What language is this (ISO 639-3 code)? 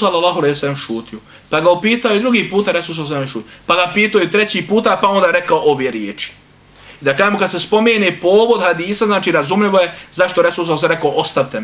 bos